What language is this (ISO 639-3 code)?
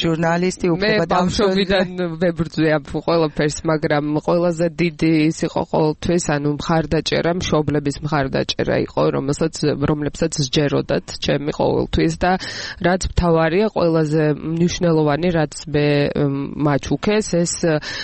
kat